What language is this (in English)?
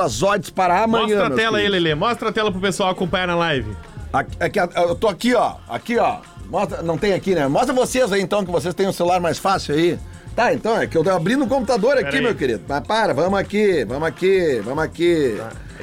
Portuguese